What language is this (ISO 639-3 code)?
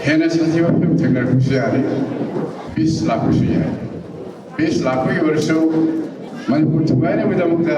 mni